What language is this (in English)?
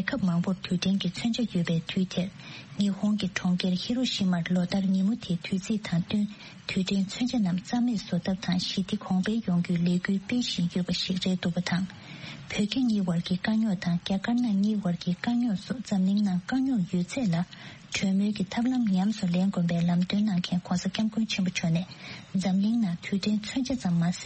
Tibetan